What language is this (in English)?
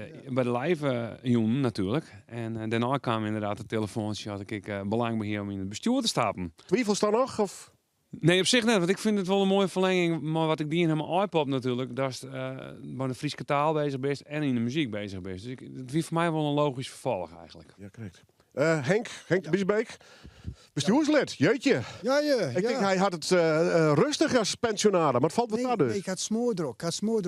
Western Frisian